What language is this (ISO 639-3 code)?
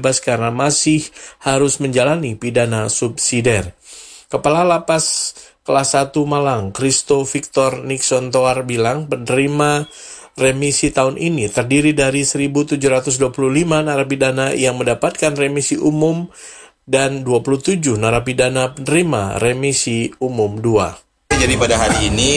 ind